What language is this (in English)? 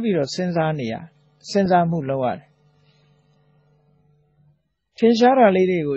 Burmese